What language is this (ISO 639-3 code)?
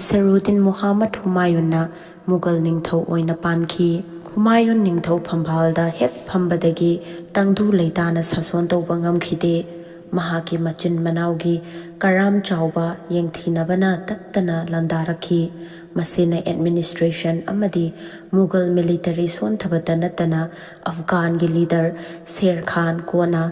mni